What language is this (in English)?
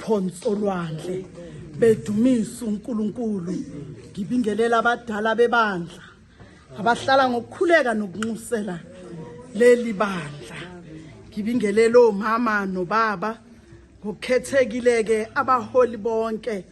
Zulu